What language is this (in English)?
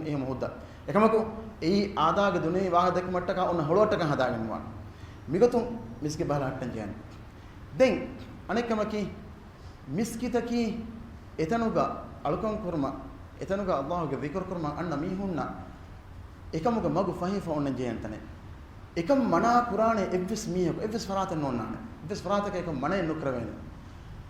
Divehi